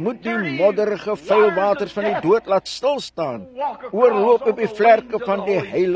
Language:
Afrikaans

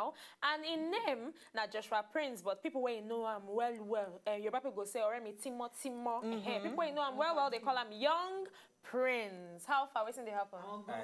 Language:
Nigerian Pidgin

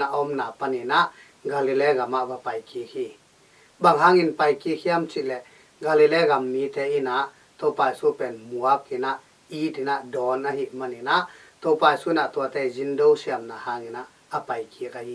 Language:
Tedim Chin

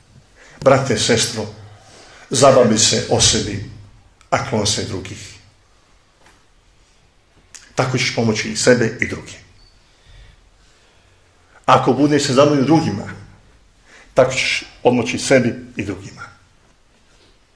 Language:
Bosnian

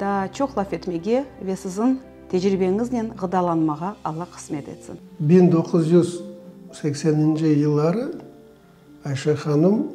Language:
Crimean Tatar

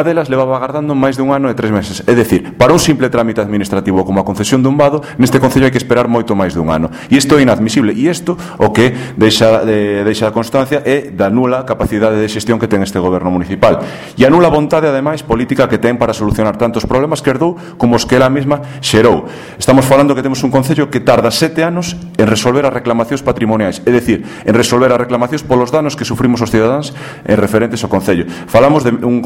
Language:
Galician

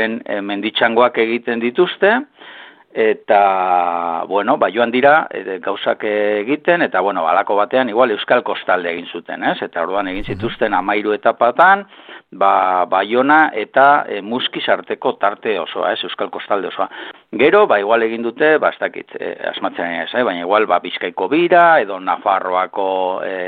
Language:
Basque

